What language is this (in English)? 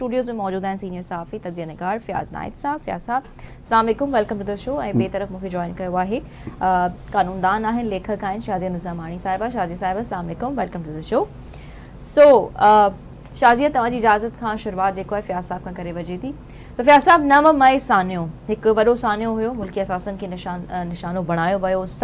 Sindhi